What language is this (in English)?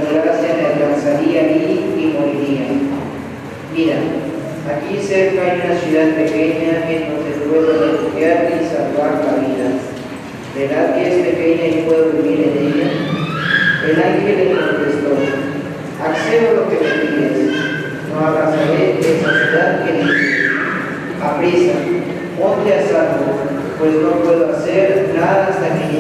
Spanish